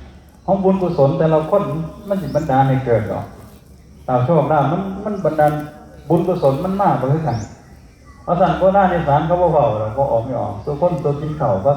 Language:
Northeastern Thai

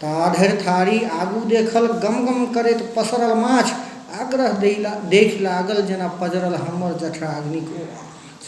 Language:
Maithili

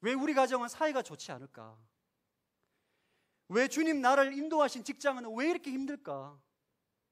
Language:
Korean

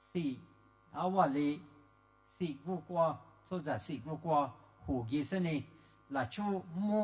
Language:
Lisu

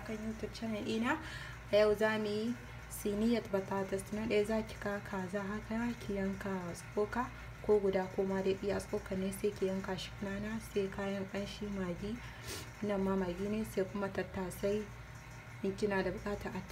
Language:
Hausa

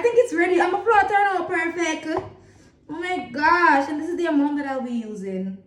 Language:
Jamaican Creole English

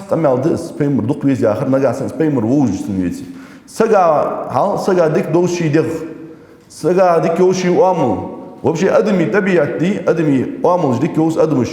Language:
Ingush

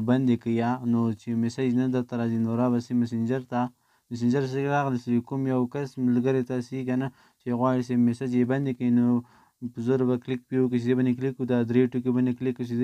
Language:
Pashto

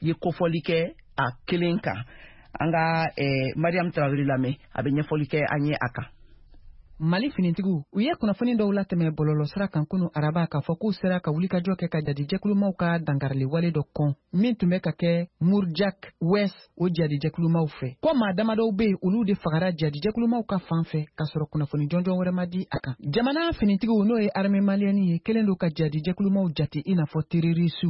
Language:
Bambara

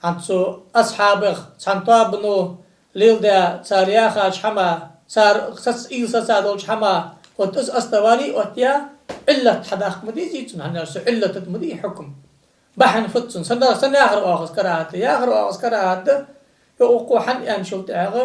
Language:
Ingush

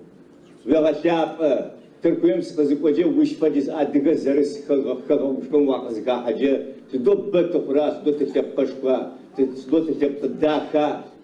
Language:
Adyghe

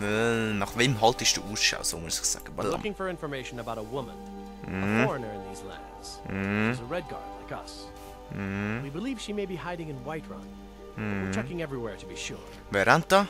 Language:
Swiss German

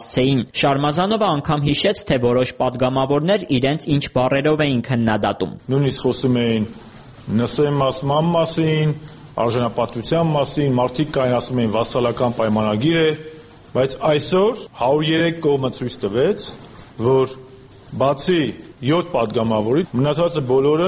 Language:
Armenian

